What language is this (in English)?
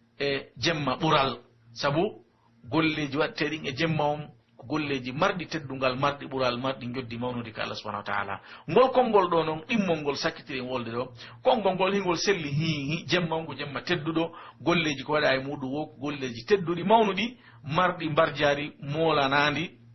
Pular